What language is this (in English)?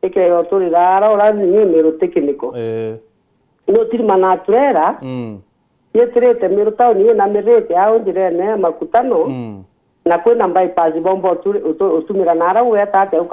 Meru